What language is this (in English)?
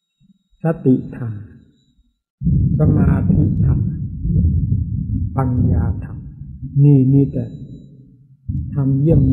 Thai